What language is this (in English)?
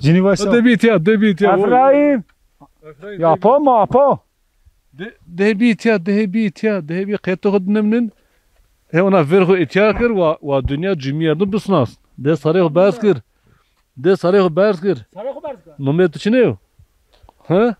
Zaza